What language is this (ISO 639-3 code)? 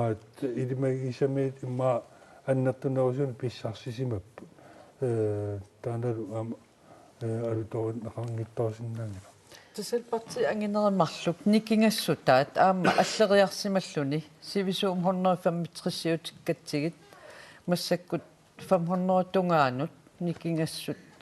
kal